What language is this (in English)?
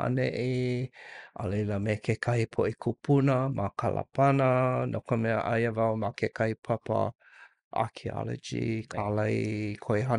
Hawaiian